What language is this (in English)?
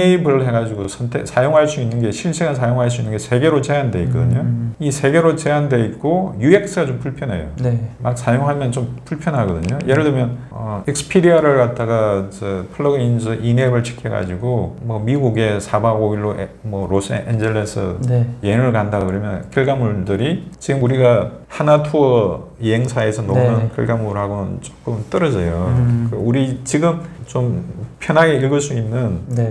Korean